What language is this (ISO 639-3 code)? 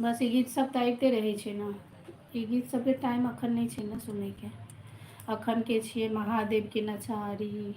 mai